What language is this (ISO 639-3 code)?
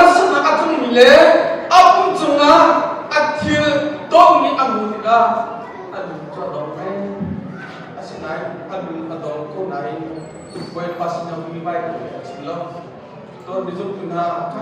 cnh